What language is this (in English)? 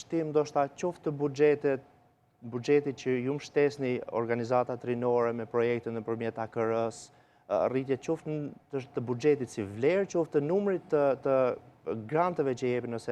Albanian